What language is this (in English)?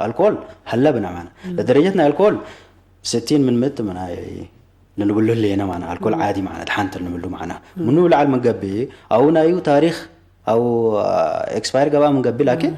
Tigre